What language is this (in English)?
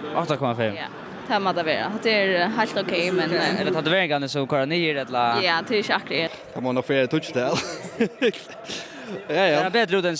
Faroese